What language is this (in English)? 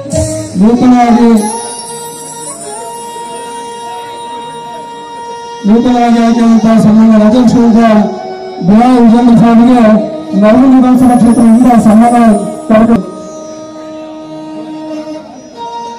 Kannada